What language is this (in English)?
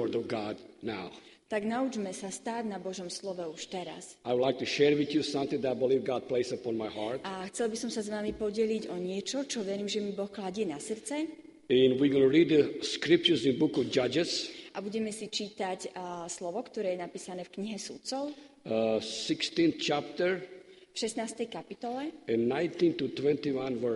Slovak